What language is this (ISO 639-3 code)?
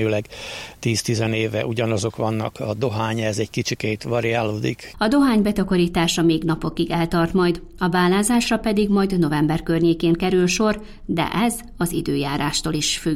hun